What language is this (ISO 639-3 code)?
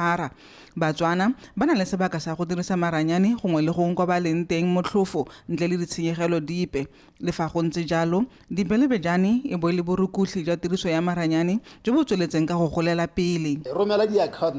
tsn